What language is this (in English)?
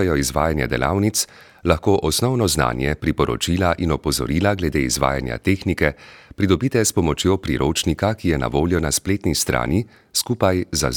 Slovenian